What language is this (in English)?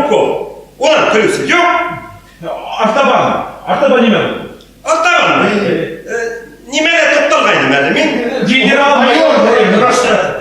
Bashkir